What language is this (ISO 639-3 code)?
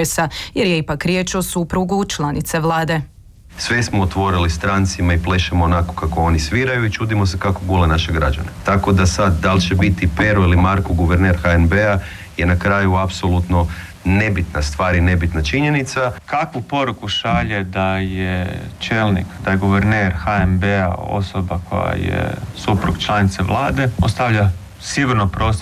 hrv